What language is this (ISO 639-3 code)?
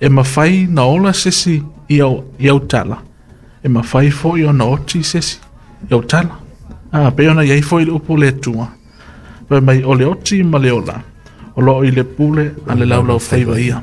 smo